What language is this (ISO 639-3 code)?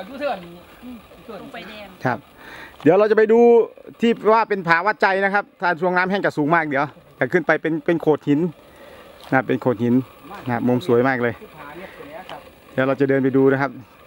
tha